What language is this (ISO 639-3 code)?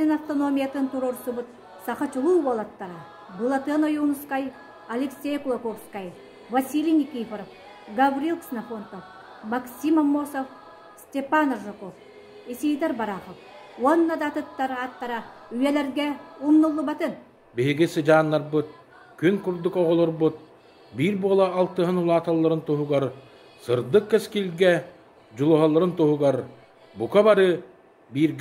sah